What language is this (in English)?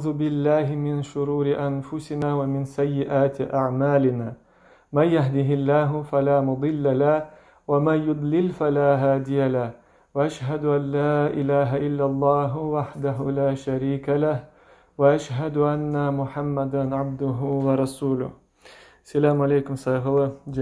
Crimean Tatar